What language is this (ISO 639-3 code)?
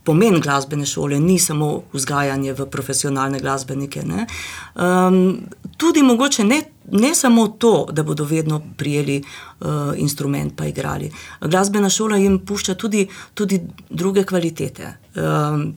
slv